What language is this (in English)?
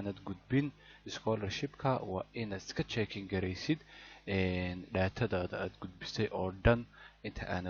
Somali